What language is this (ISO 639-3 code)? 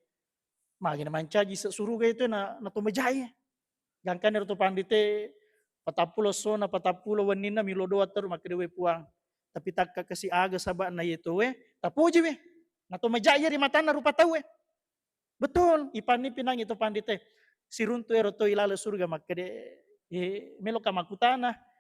bug